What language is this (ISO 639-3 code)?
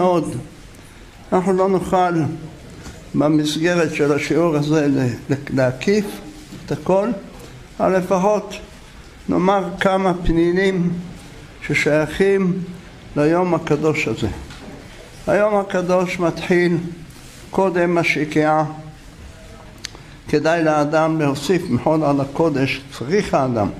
heb